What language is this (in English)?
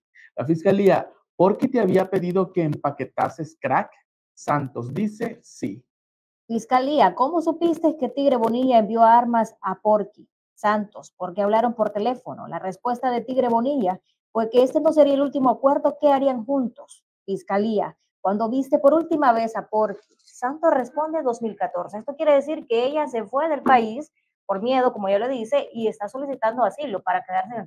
Spanish